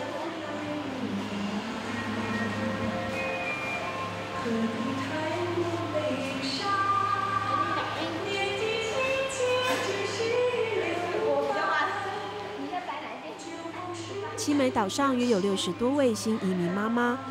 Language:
Chinese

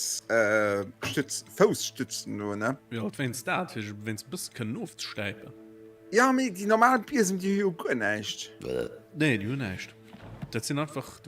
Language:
Luxembourgish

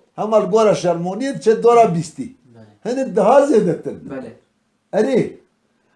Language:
Kurdish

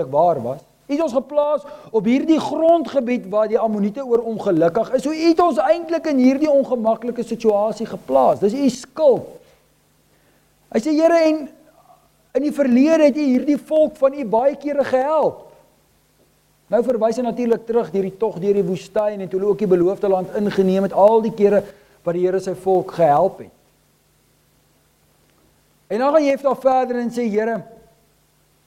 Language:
Afrikaans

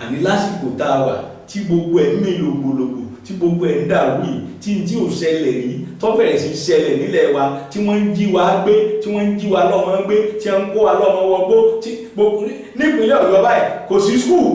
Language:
Yoruba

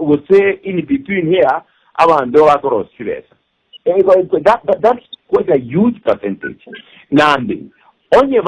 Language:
Gusii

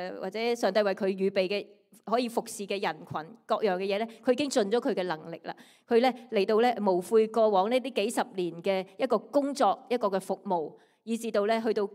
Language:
Cantonese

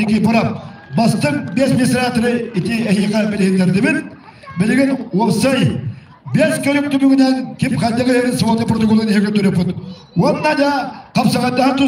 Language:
Yakut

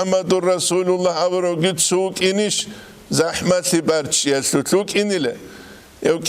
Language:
Avaric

